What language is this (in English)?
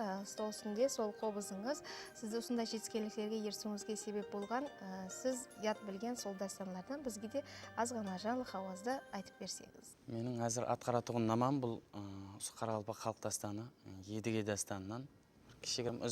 Kara-Kalpak